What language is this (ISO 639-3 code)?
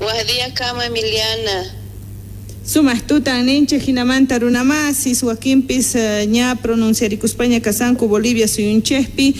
quh